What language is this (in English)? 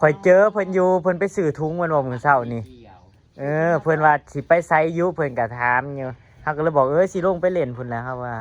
Northeastern Thai